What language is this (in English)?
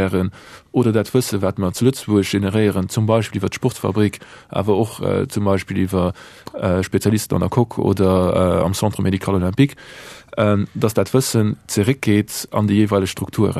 Luxembourgish